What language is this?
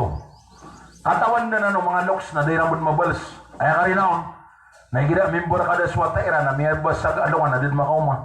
Maranao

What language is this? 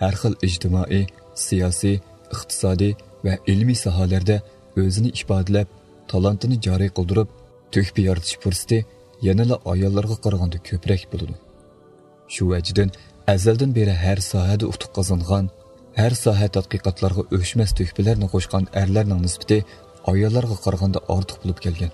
Uyghur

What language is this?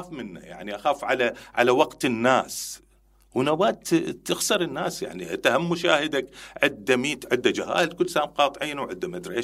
Mesopotamian Arabic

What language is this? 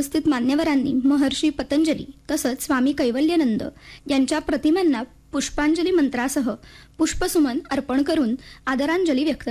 Marathi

